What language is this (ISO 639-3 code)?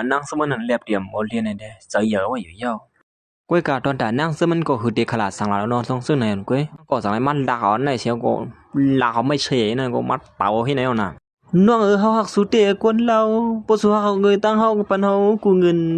shn